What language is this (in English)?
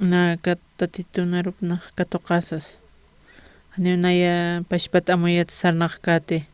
Aymara